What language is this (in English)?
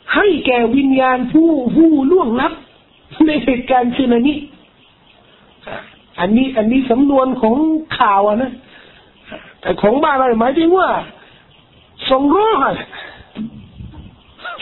Thai